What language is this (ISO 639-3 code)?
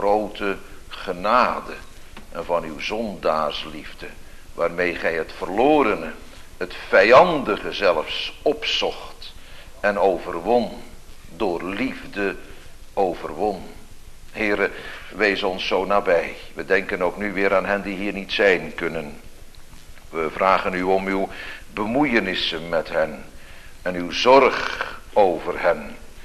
nld